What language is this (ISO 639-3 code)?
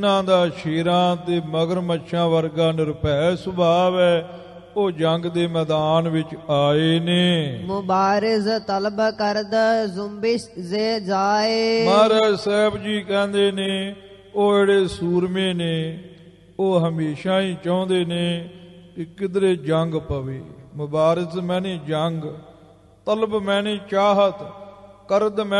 pan